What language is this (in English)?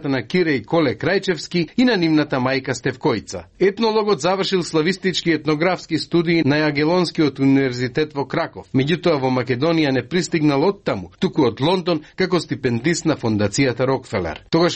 Macedonian